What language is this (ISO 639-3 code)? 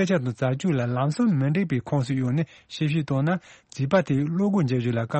bod